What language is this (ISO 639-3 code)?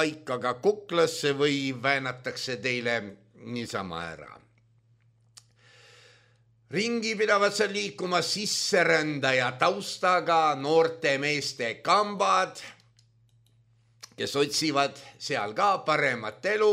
est